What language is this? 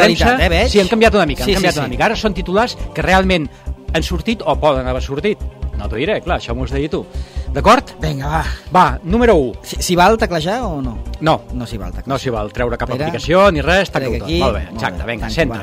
Catalan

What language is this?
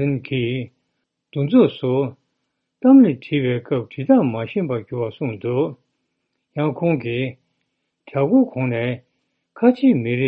Tibetan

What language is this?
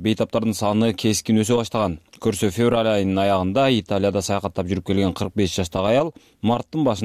Kyrgyz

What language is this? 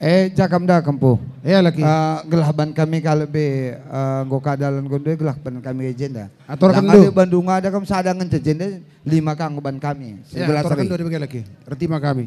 Batak Karo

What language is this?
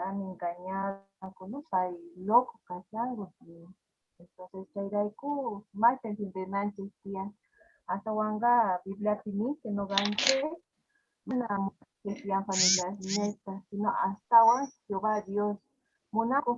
South Bolivian Quechua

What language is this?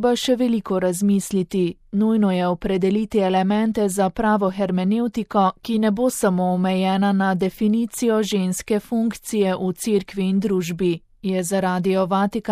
Slovenian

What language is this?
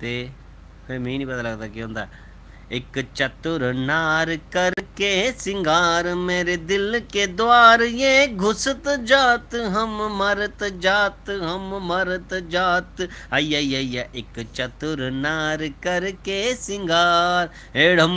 Dogri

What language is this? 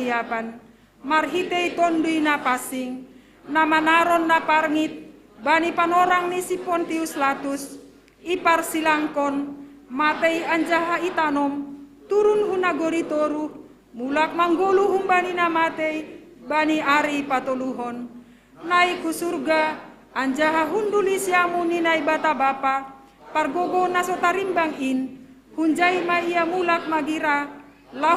Batak Simalungun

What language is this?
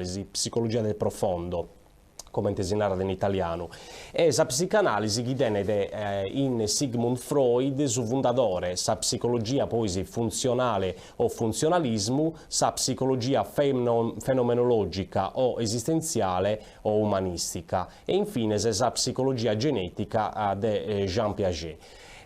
Sardinian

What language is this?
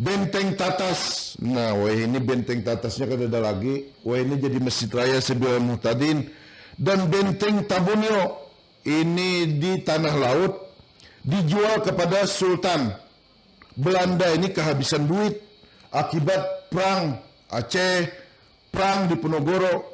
Banjar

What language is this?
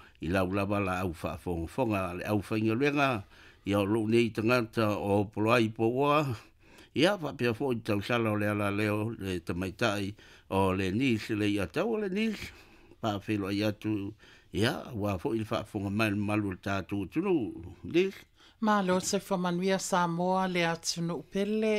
Samoan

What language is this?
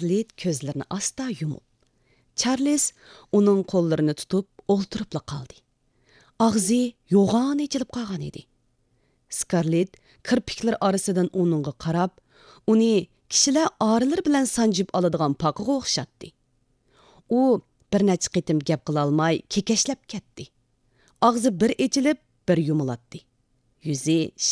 Uyghur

